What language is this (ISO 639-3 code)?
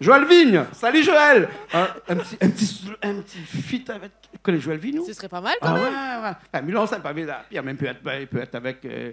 rcf